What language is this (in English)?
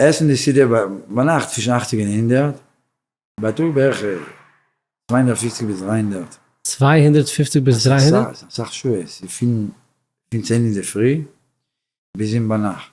Yiddish